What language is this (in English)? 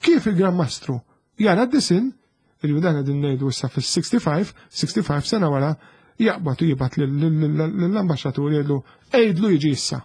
Maltese